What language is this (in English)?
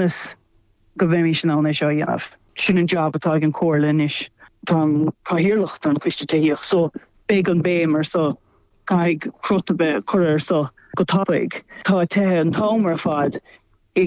Irish